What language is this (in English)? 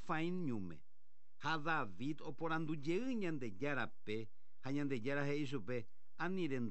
Guarani